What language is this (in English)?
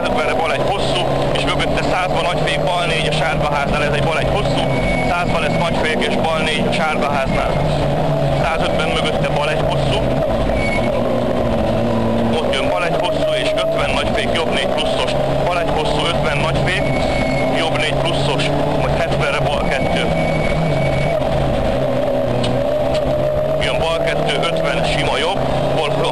Hungarian